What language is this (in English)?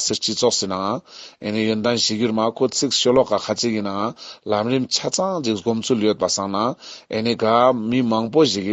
Ladakhi